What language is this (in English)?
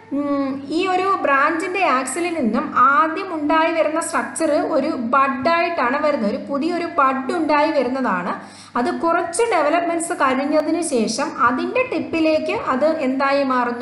Malayalam